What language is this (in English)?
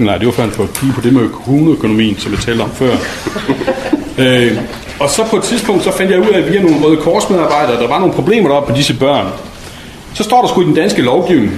Danish